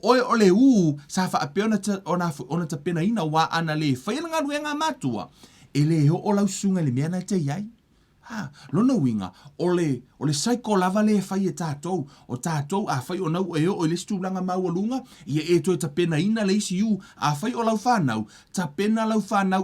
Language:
Samoan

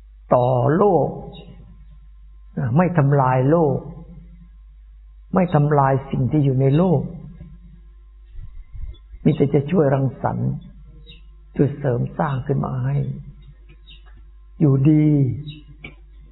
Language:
Thai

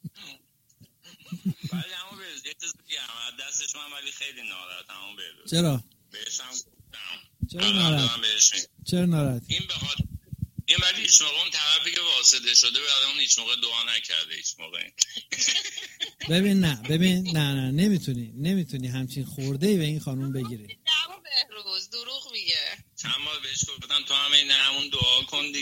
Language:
Persian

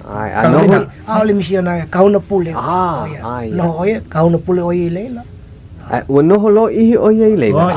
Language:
Hawaiian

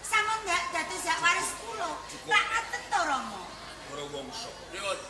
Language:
Javanese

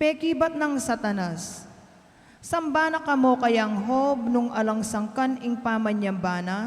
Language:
Pampanga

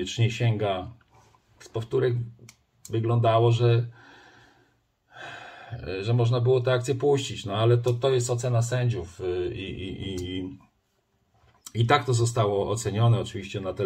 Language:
Polish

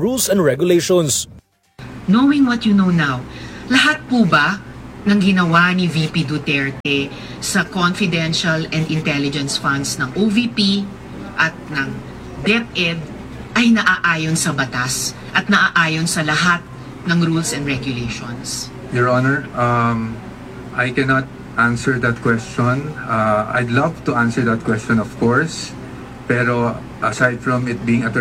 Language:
Filipino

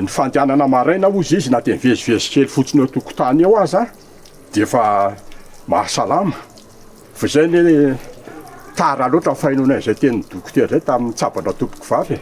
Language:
Malagasy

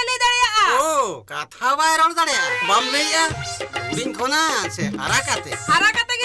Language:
Santali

